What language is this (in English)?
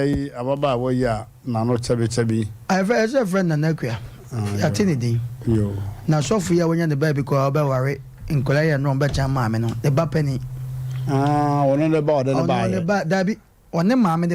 Akan